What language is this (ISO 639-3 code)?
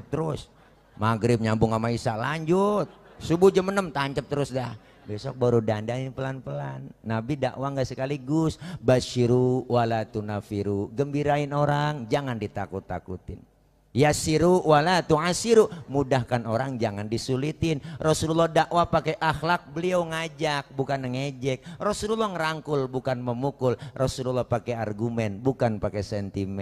bew